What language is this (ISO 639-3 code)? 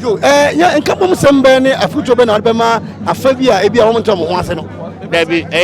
aka